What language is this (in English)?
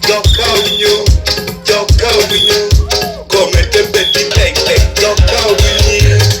Lango (Uganda)